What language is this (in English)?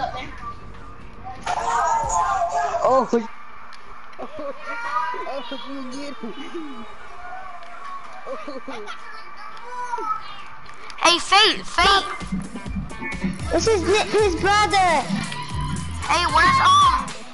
English